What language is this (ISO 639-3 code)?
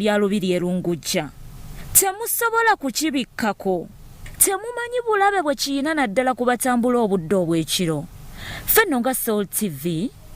lug